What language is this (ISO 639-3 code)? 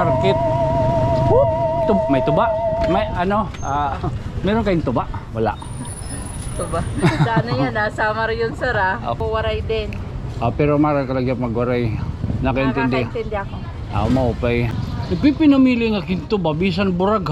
war